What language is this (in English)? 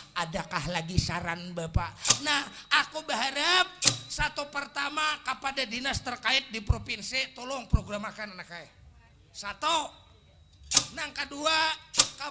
Banjar